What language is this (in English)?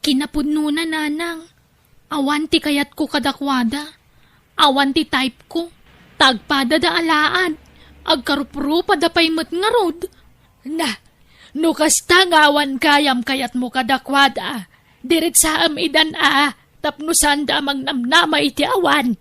Iloko